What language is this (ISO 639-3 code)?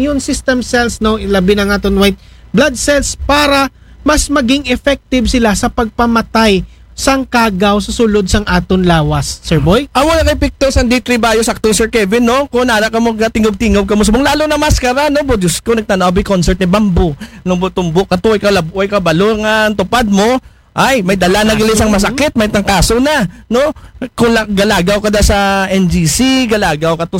akl